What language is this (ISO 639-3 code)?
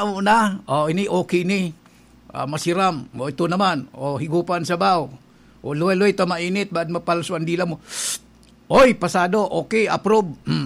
bik